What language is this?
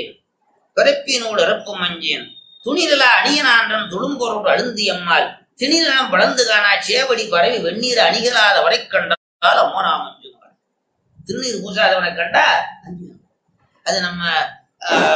Tamil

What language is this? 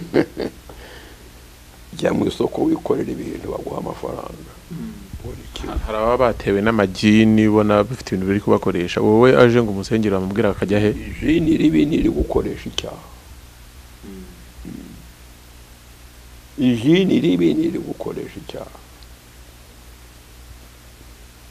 Kinyarwanda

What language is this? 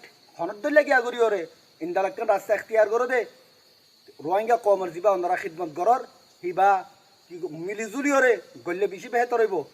Rohingya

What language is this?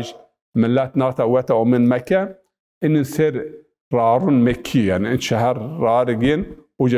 Zaza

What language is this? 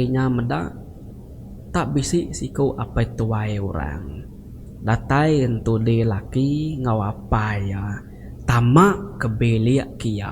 Iban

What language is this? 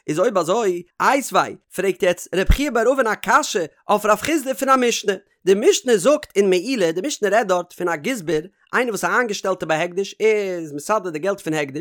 Yiddish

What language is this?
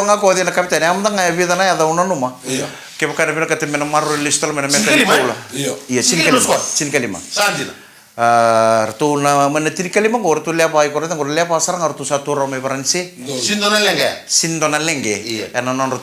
Fijian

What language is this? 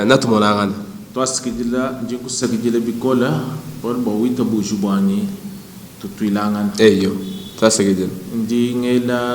Luba-Lulua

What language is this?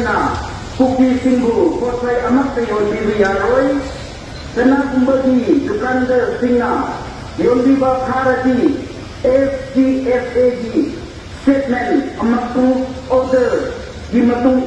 Manipuri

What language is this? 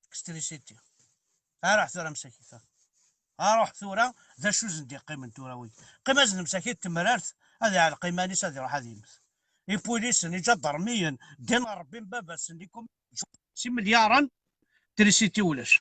Kabyle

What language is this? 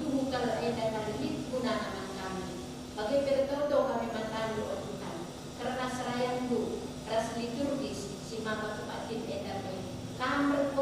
Batak Karo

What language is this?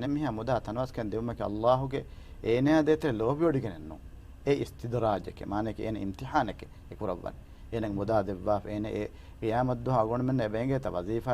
Divehi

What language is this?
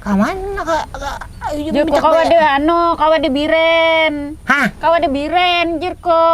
Banjar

